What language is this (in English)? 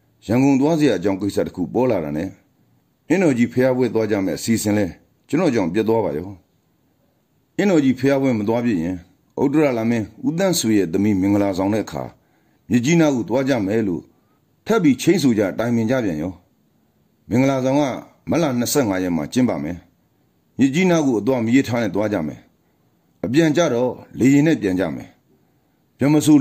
Burmese